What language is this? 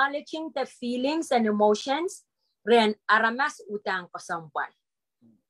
Pohnpeian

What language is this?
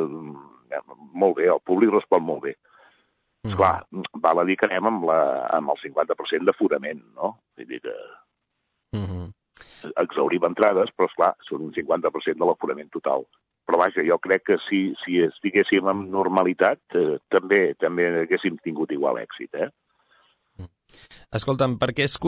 Catalan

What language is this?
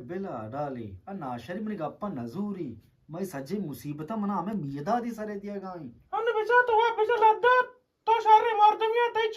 Eastern Balochi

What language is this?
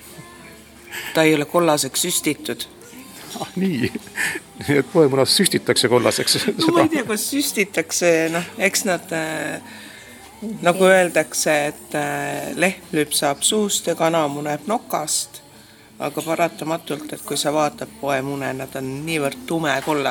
Estonian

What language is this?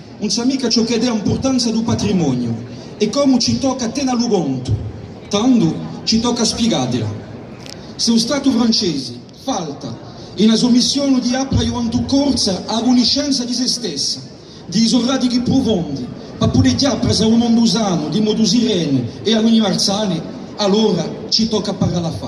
Corsican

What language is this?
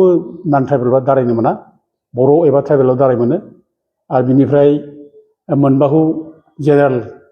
Bodo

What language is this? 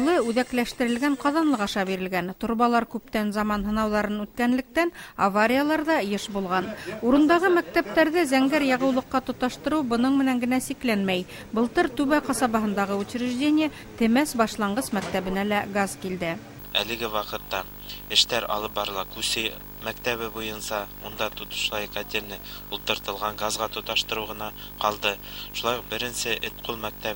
Bashkir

